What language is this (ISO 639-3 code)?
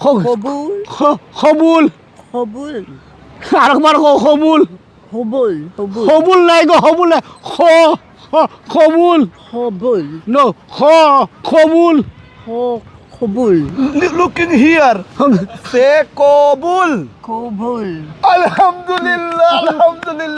syl